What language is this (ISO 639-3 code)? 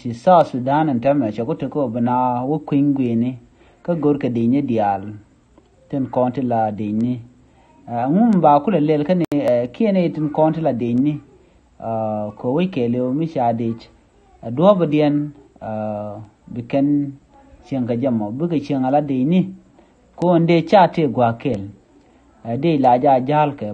nus